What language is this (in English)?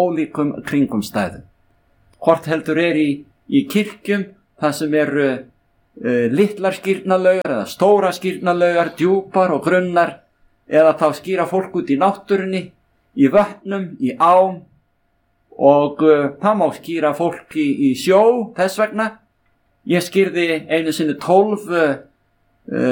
Icelandic